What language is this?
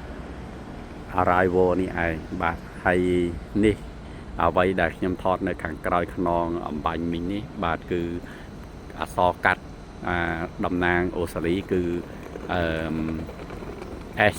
Khmer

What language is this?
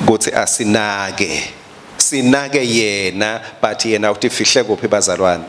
Swati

